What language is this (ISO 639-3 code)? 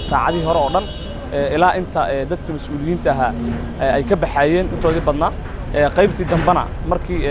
som